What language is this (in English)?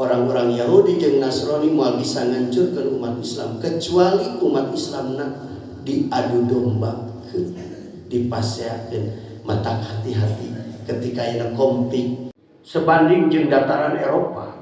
Sundanese